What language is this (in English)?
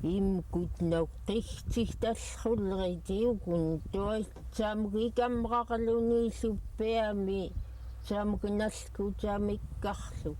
Central Yupik